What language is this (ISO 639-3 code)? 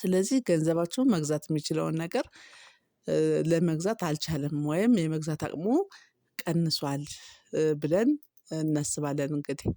amh